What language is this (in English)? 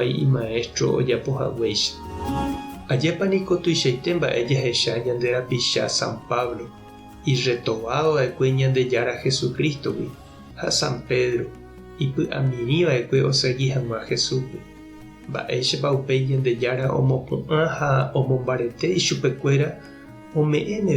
Guarani